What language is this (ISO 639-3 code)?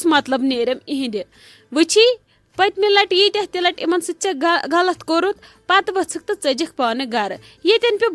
kas